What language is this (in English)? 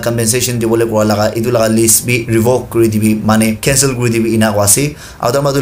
Naga Pidgin